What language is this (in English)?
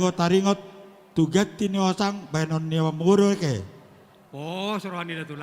Batak Toba